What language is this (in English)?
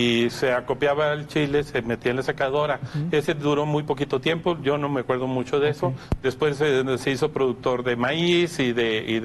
Spanish